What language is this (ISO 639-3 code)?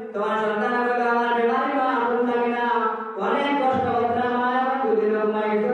syl